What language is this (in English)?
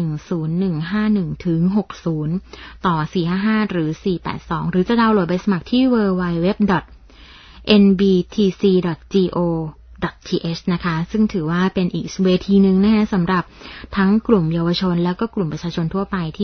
Thai